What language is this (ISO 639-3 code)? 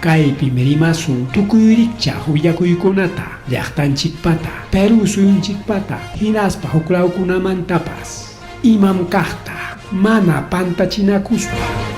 quy